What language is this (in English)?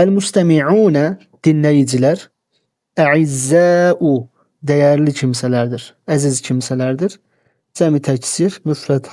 Azerbaijani